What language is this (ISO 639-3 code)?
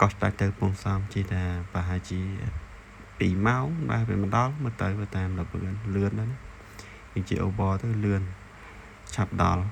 khm